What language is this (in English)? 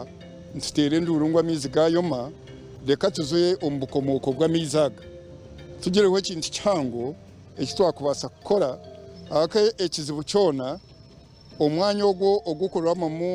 Nyankole